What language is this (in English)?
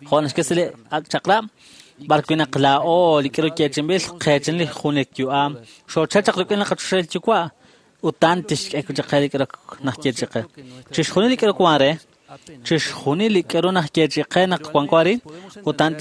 Kekchí